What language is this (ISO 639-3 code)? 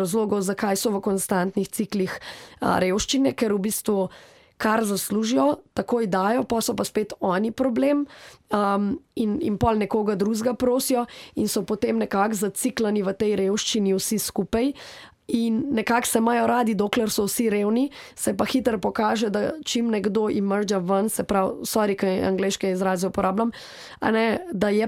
slv